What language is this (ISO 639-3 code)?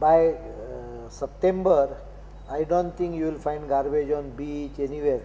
kok